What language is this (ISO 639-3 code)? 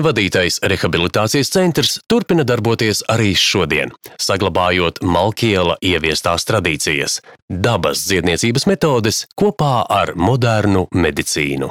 lav